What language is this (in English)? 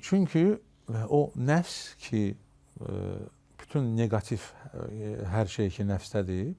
Azerbaijani